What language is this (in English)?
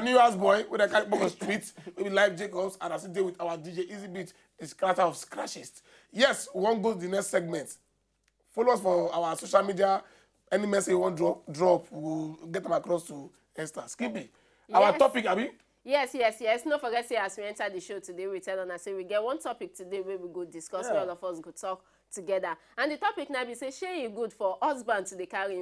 Nigerian Pidgin